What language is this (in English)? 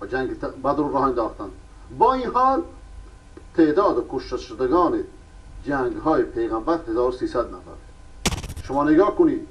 Persian